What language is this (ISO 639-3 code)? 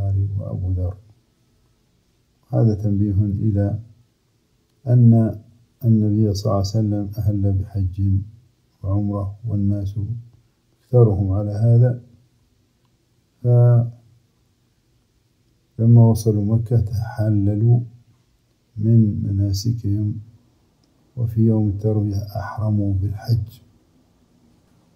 ara